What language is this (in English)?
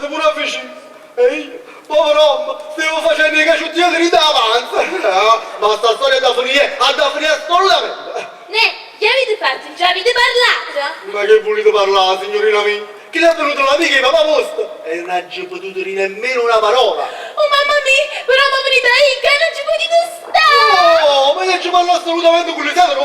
Neapolitan